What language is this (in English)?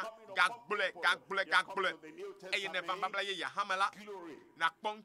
Ewe